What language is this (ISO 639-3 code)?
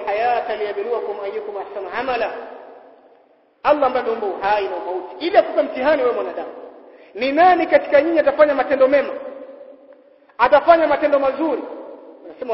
swa